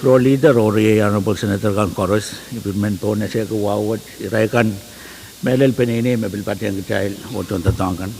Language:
Pohnpeian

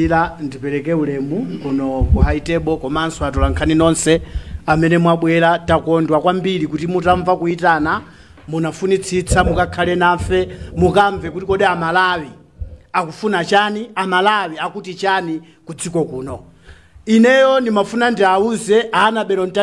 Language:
Nyanja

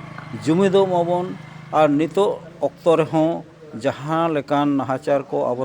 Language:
Santali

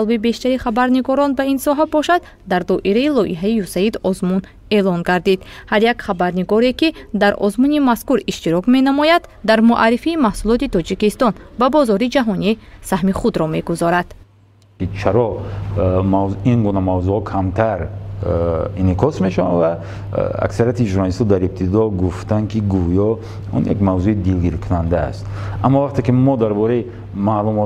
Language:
Tajik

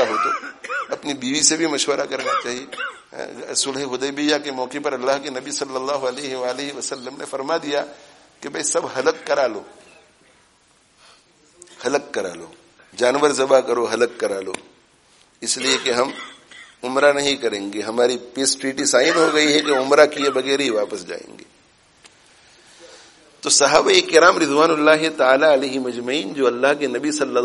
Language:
Urdu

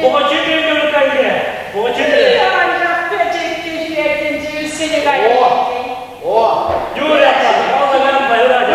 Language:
Chuvash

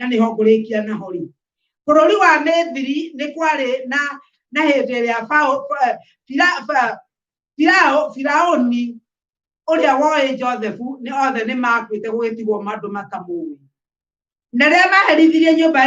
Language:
Kikuyu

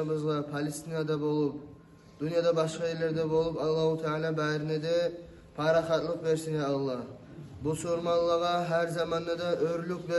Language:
Kumyk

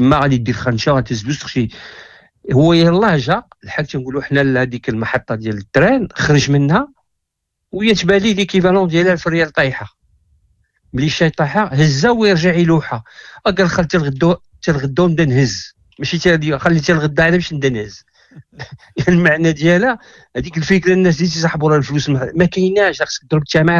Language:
Moroccan Arabic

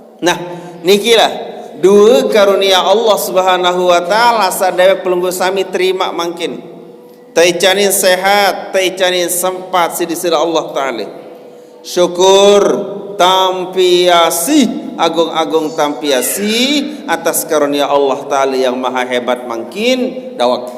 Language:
Sasak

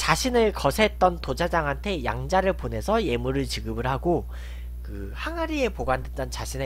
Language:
Korean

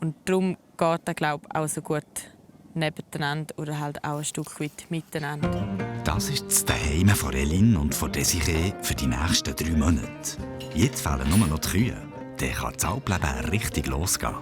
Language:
Swiss German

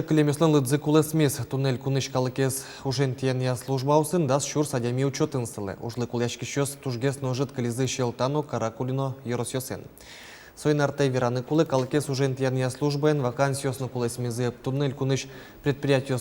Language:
Udmurt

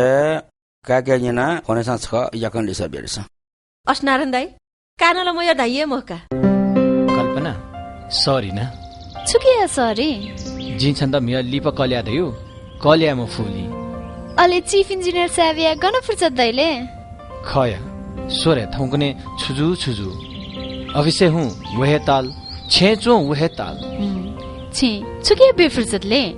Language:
Newari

